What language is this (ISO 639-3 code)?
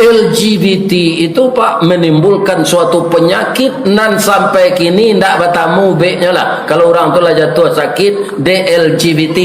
min